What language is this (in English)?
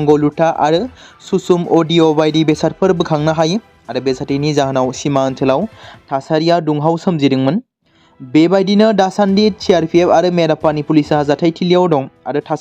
Bodo